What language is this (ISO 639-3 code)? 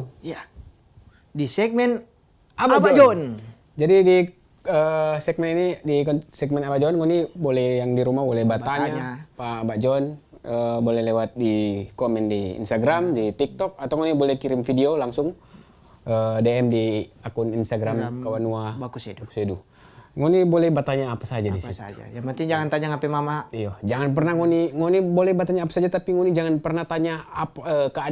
xmm